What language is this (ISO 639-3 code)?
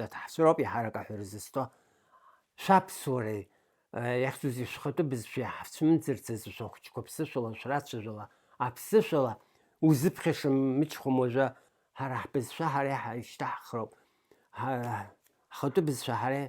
abk